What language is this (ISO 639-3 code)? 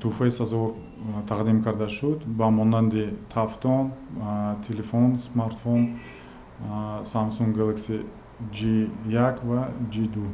tgk